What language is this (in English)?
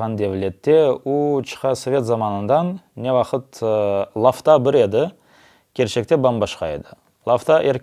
Crimean Tatar